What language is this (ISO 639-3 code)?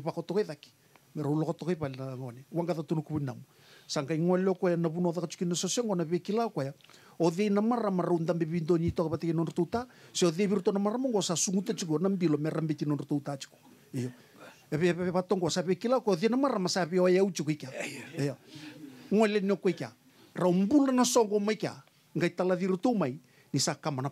fij